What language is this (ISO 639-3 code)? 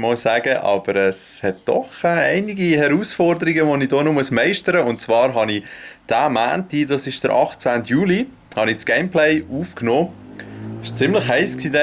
gsw